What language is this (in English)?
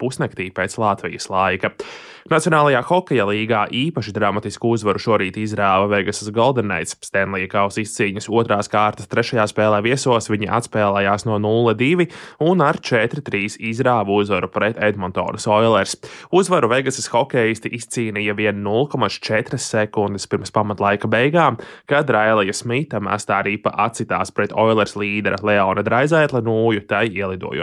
Latvian